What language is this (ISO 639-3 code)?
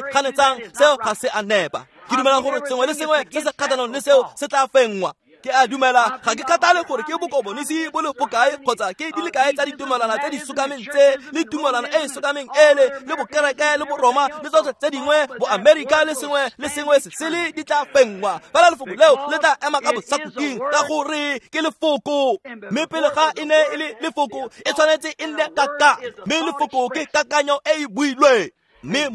tsn